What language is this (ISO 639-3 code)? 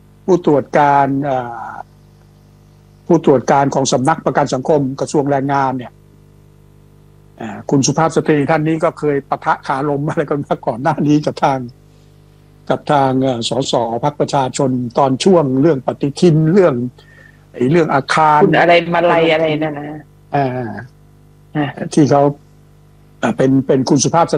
tha